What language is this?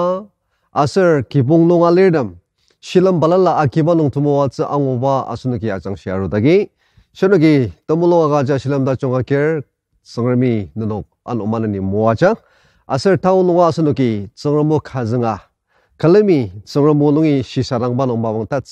Ao Naga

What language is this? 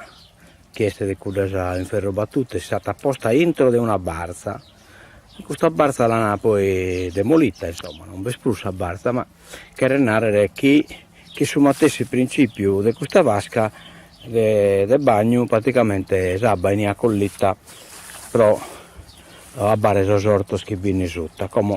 Sardinian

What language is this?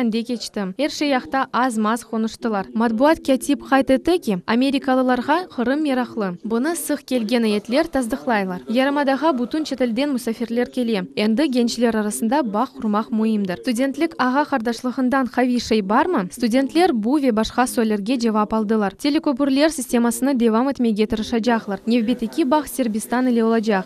Crimean Tatar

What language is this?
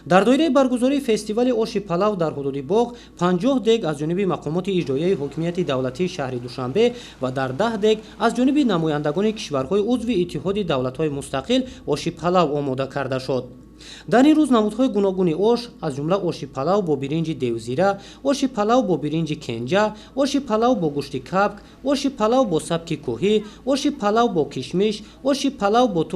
Tajik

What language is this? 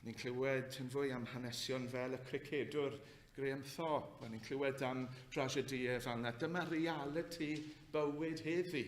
Welsh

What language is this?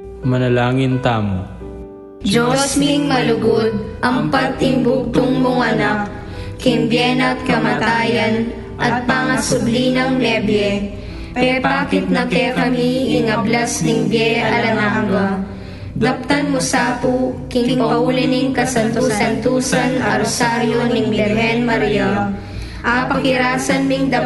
Pampanga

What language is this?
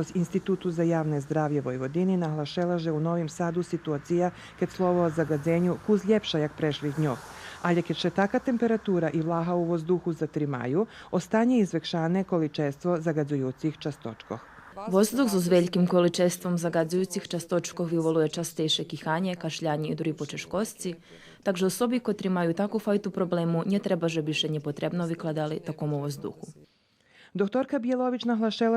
Rusyn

